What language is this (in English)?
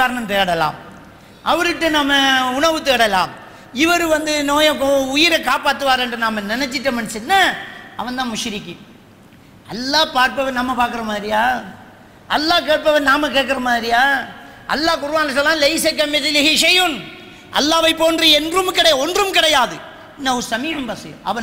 Tamil